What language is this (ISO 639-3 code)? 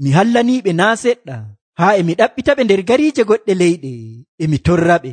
fuv